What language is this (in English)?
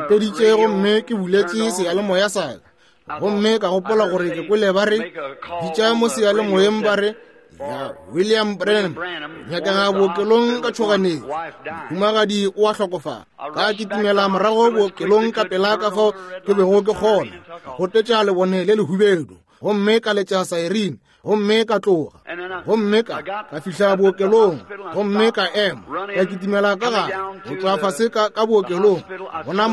Northern Sotho